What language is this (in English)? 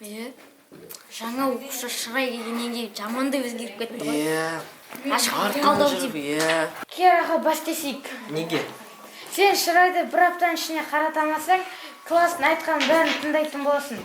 Kazakh